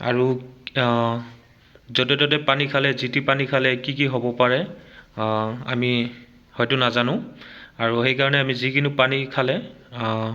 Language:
Assamese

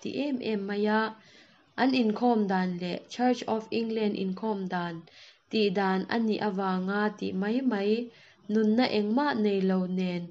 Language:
Mizo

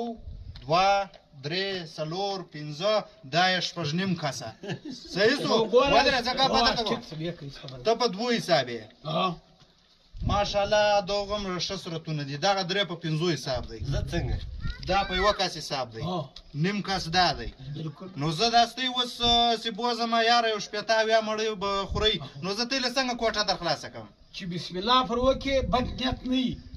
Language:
Pashto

